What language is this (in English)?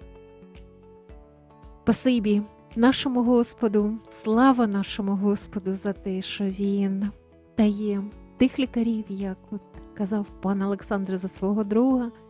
Ukrainian